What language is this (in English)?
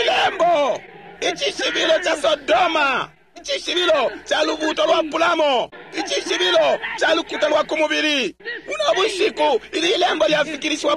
Bemba